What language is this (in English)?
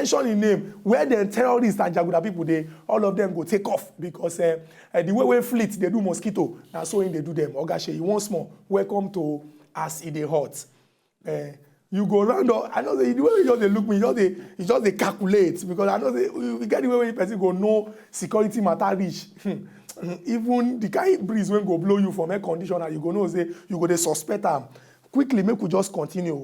Nigerian Pidgin